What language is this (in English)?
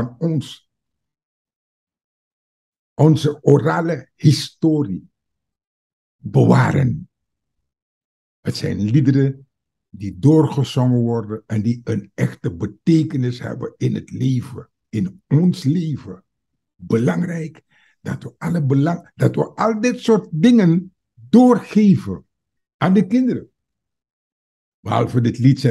Dutch